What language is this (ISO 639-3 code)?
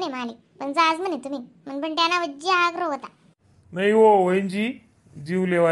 khn